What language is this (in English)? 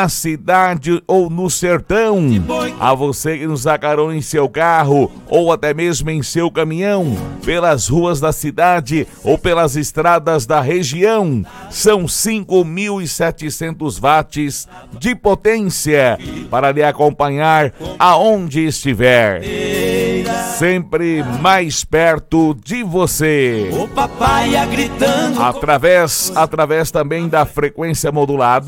Portuguese